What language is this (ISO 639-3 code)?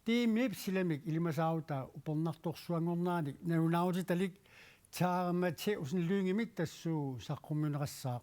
kal